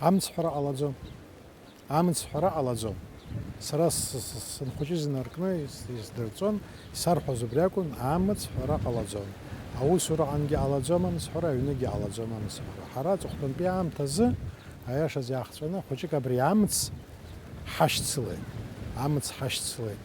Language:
Abkhazian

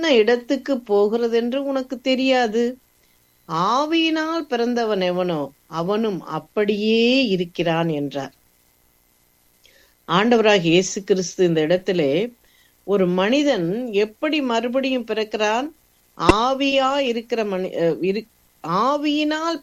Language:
Tamil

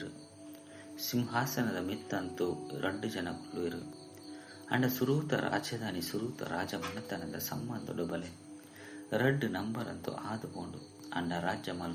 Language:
Tulu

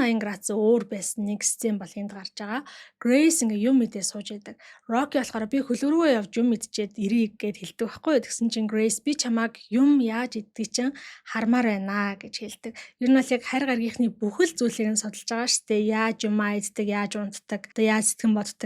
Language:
Mongolian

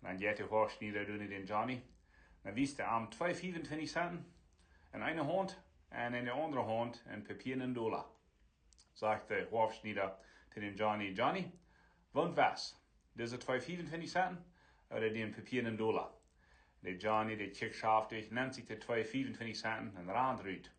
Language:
Plautdietsch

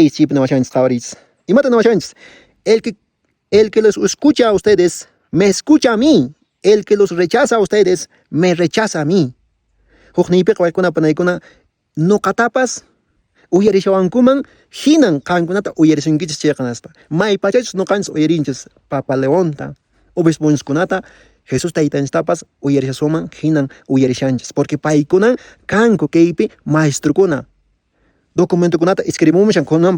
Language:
Quechua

